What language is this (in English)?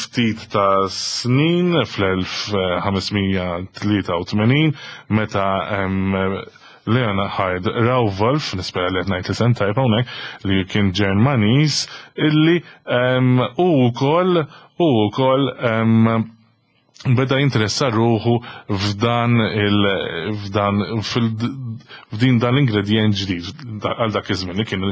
Maltese